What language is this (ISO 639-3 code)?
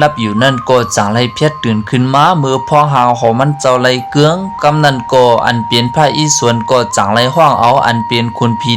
shn